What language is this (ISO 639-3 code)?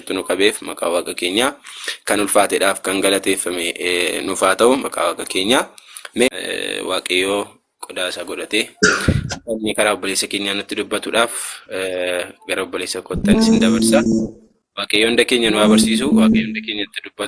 orm